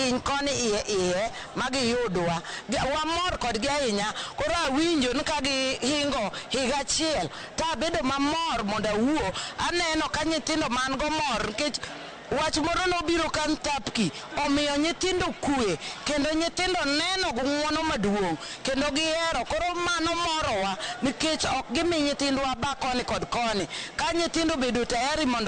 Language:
Luo (Kenya and Tanzania)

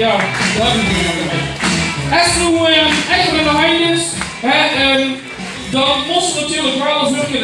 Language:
Limburgish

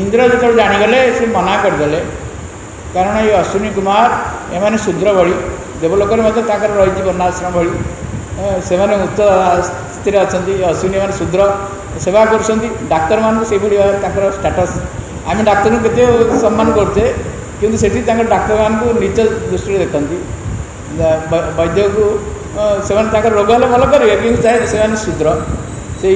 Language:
Odia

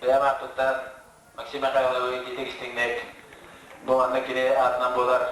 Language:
Yakut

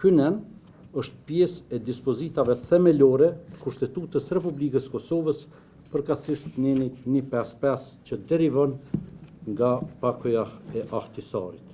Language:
Albanian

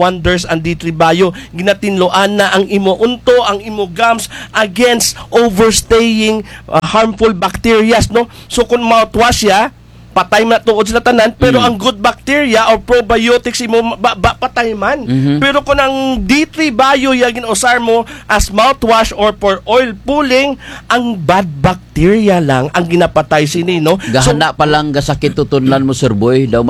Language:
Kinaray-a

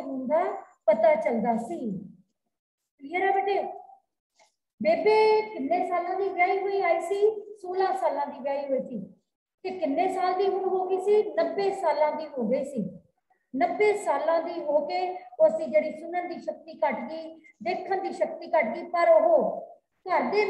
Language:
Punjabi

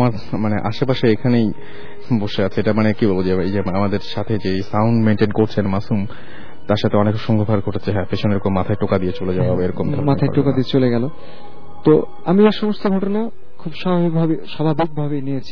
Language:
Bangla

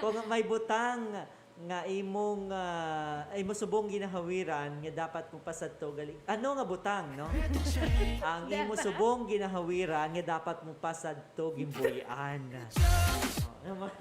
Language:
Hiligaynon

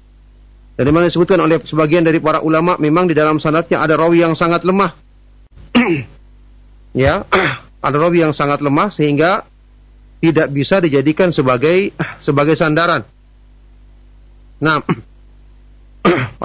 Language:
Indonesian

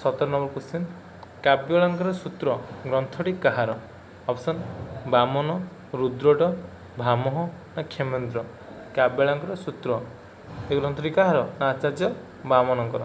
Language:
Odia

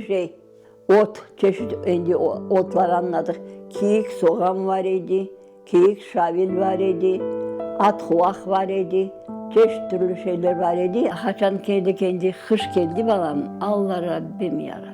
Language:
Crimean Tatar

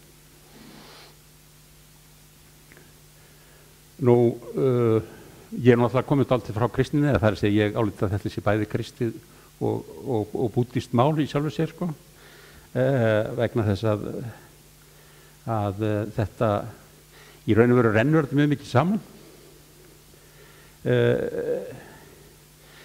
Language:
Icelandic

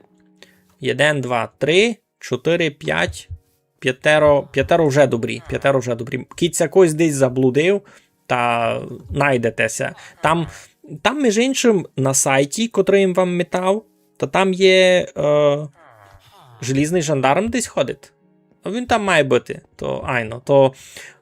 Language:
Rusyn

